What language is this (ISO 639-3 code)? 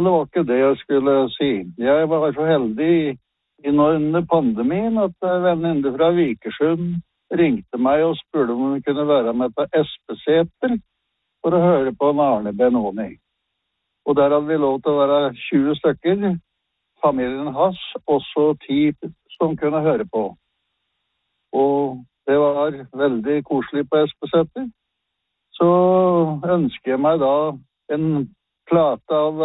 nor